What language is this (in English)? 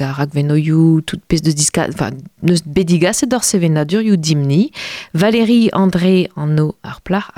Breton